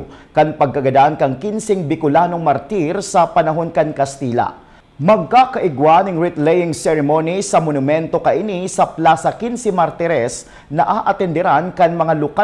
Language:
Bikol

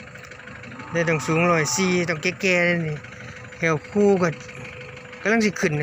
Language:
Northeastern Thai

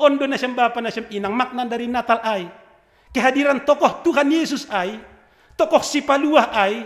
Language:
Batak Simalungun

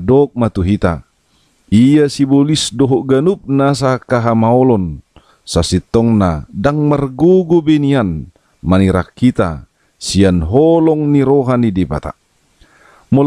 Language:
Batak Toba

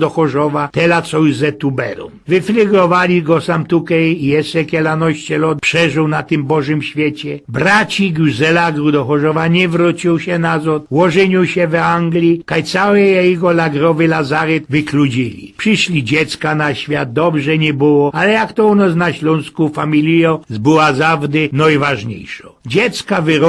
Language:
Silesian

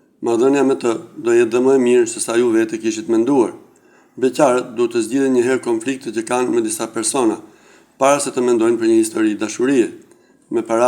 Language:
Albanian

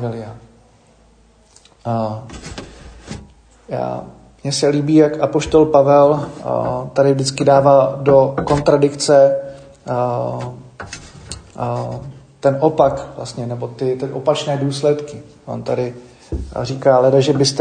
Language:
Czech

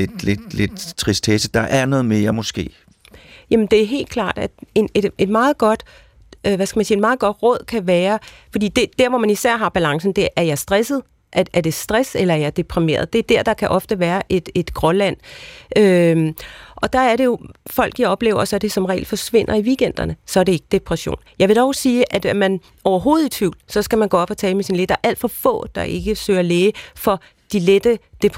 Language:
Danish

